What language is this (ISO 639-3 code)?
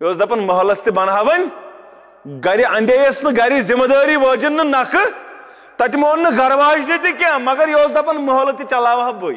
kas